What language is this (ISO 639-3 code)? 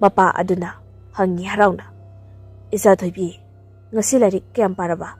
mni